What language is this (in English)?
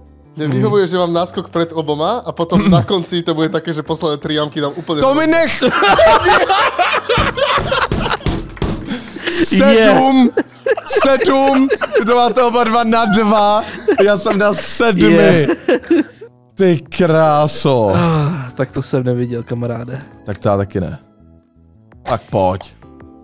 Czech